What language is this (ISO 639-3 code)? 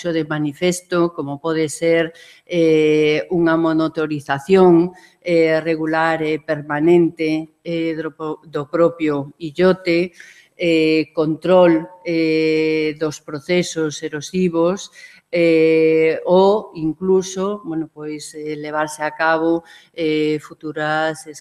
glg